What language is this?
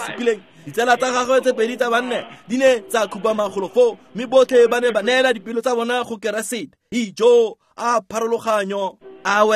Tswana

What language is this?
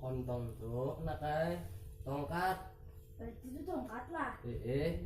Banjar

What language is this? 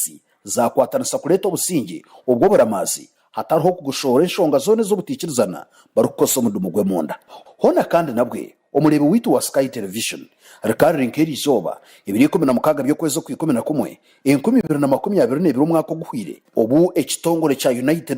Nyankole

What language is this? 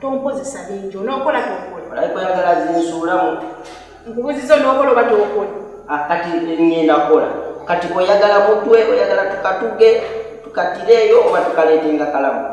Ganda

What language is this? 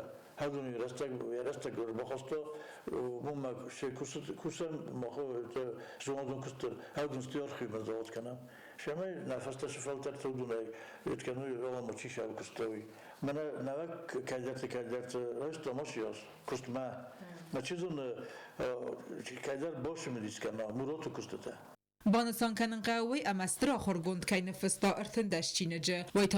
Ossetic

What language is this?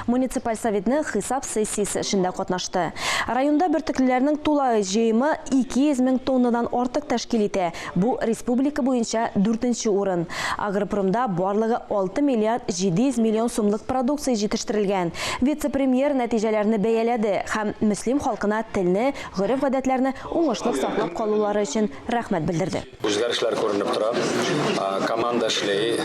Tatar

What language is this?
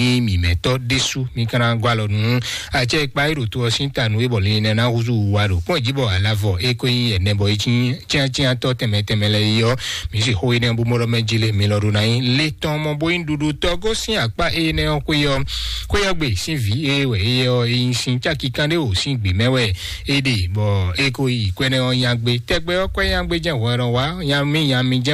Fon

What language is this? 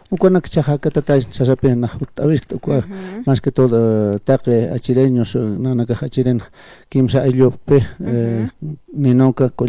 Aymara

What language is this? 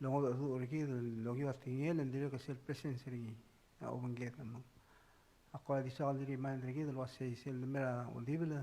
Palauan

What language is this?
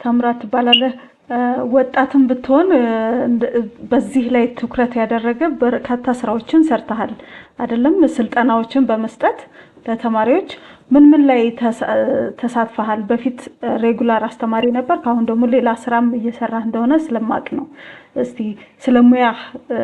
Amharic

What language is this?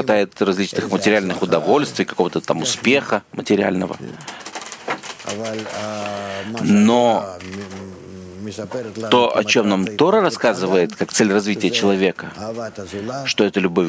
Russian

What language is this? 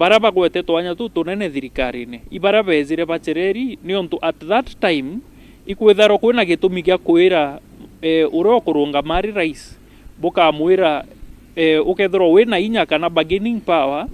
Meru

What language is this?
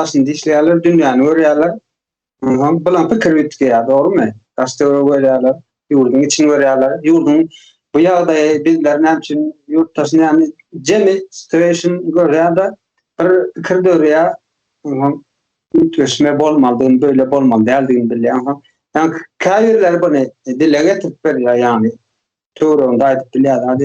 Turkmen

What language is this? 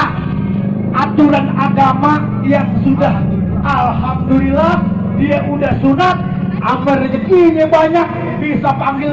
Betawi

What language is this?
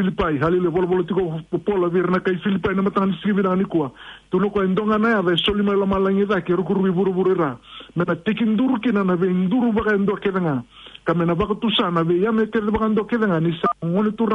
Fijian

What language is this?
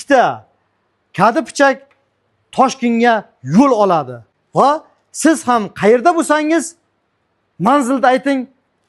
Uzbek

